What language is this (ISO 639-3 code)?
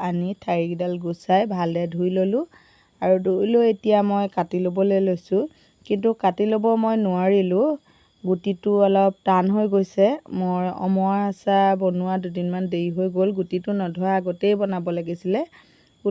asm